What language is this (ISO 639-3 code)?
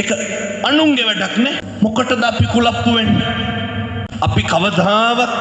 sin